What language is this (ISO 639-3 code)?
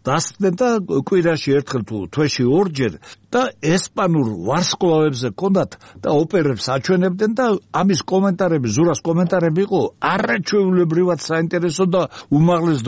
kat